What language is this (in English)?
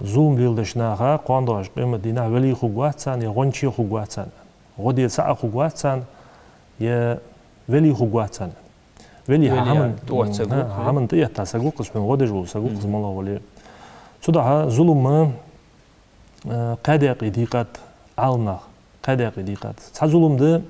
Ingush